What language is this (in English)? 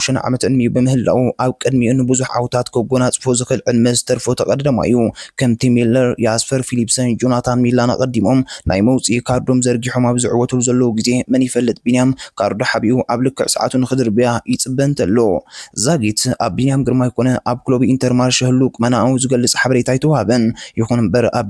Tigrinya